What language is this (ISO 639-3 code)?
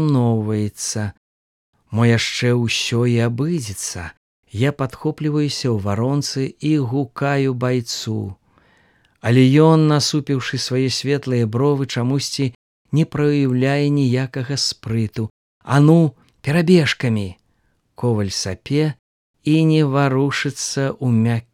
bel